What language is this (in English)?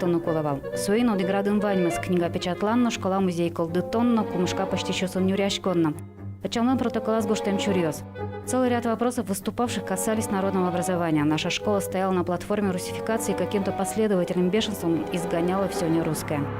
Udmurt